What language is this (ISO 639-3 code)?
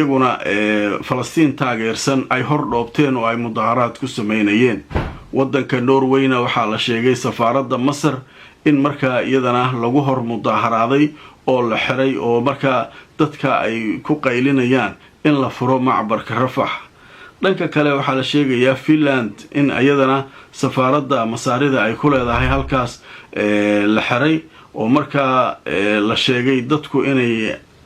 som